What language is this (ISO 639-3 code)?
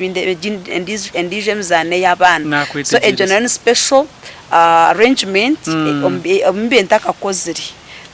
nyn